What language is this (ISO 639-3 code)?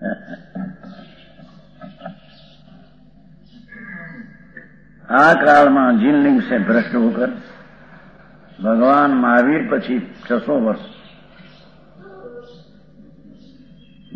guj